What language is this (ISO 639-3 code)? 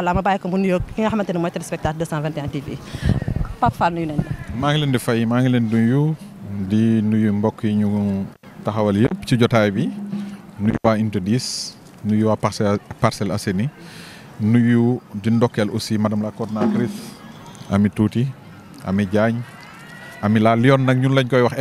wol